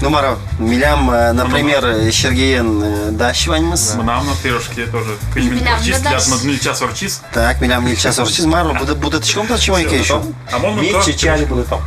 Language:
Udmurt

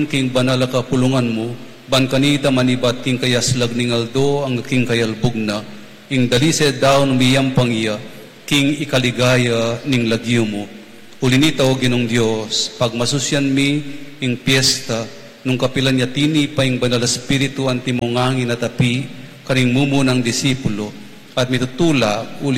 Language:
Pampanga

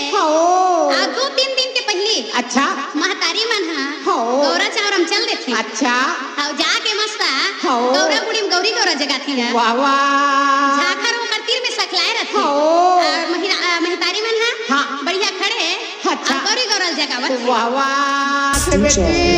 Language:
Chhattisgarhi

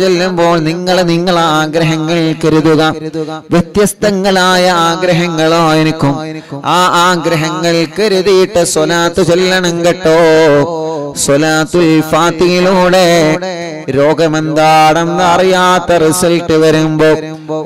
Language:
Malayalam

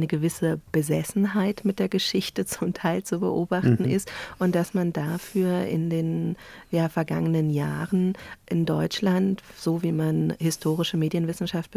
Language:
German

